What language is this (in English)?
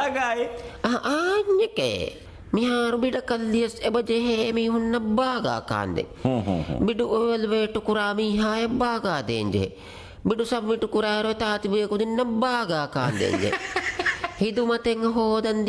Divehi